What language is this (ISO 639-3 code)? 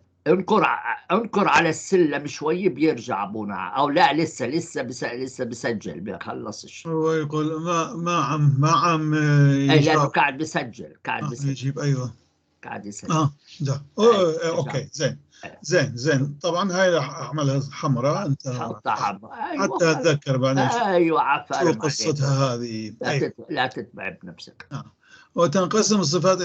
apc